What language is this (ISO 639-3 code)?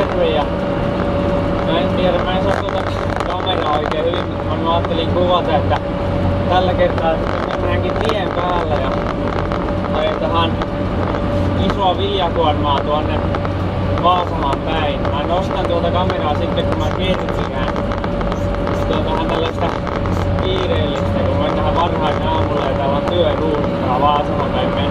fin